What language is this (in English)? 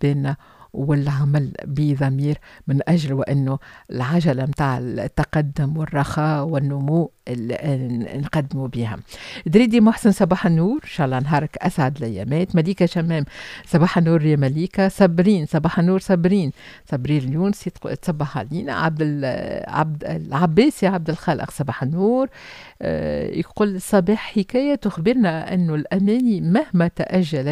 Tunisian Arabic